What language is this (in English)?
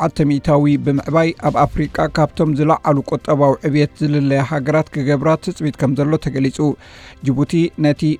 Tigrinya